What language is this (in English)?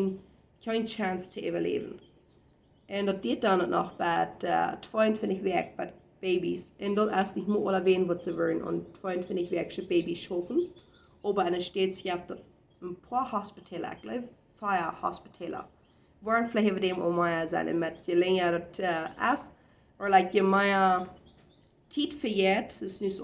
Plautdietsch